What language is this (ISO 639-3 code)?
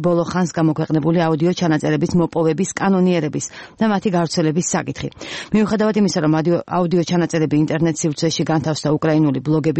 kat